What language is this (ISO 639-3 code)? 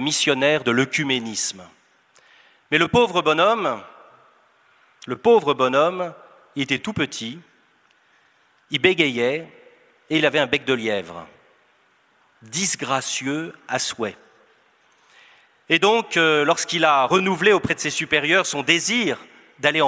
fra